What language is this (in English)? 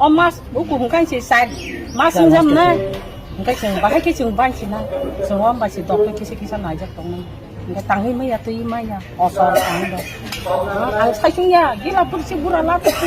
Kok Borok